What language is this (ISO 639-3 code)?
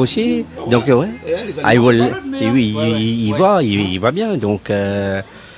rcf